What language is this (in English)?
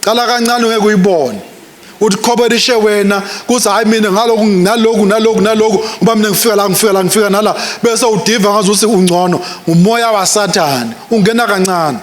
Swati